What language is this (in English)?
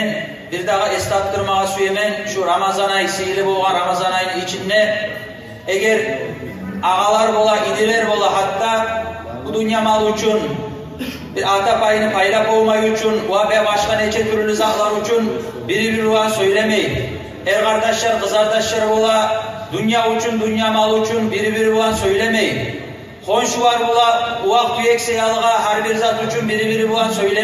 Kumyk